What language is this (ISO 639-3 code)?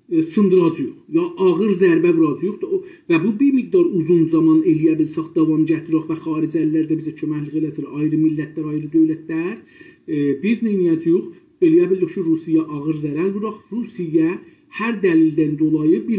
azb